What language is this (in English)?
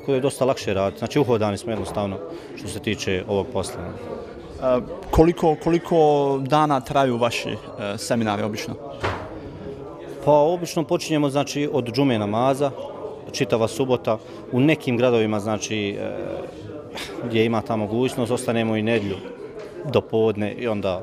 Bosnian